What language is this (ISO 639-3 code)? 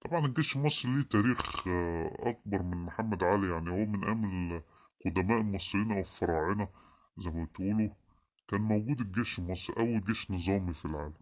arz